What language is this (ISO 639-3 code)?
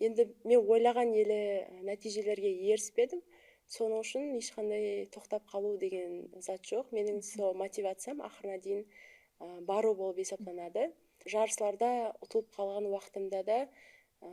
kaa